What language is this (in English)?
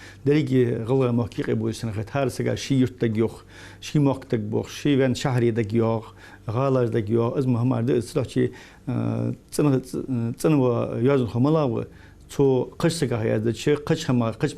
Ingush